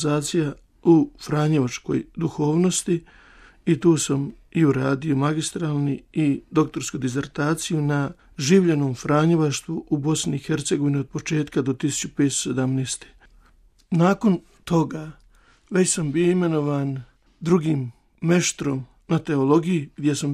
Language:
Croatian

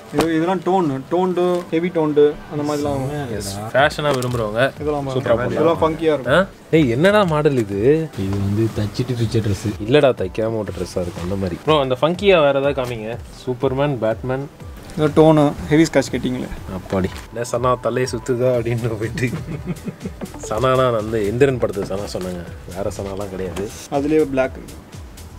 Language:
Tamil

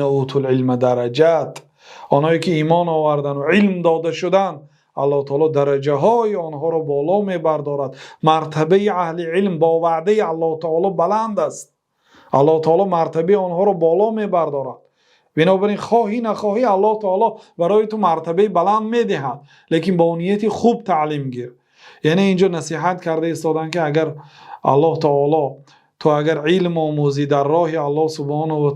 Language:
Tajik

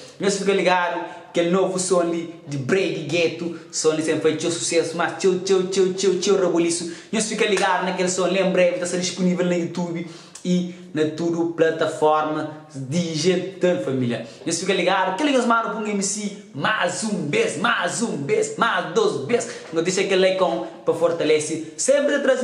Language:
Kabuverdianu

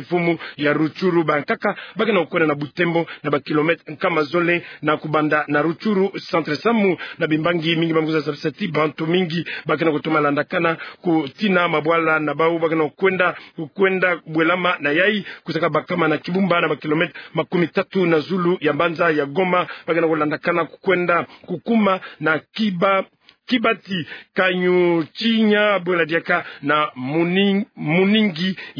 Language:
Kituba (Democratic Republic of Congo)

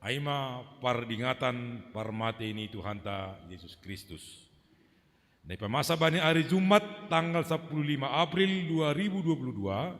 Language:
Batak Simalungun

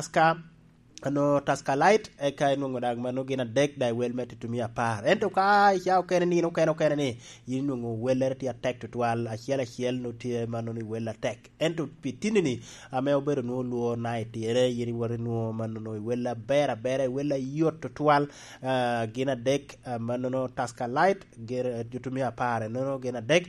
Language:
Lango (Uganda)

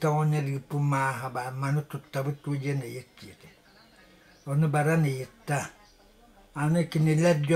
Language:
Yakut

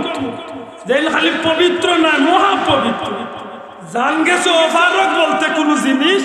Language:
Sylheti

